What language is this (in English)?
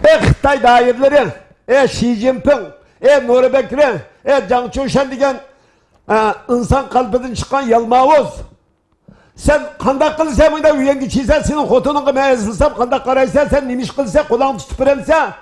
Uyghur